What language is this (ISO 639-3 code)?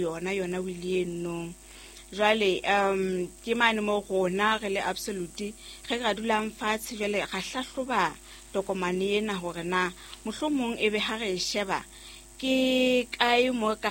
sot